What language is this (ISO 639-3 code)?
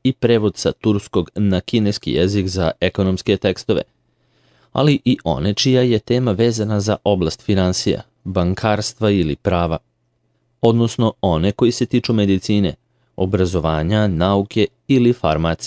srp